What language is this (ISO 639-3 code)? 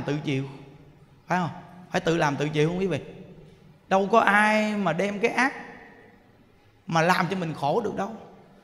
vie